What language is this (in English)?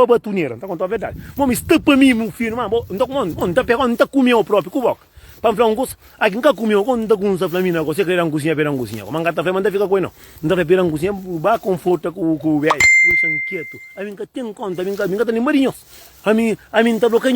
Kabuverdianu